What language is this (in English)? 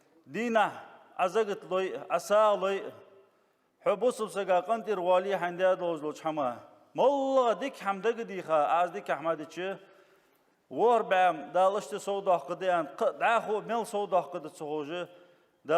Ingush